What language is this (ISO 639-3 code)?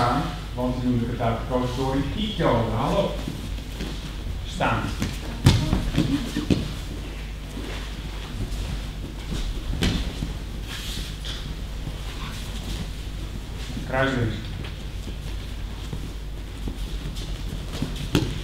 nld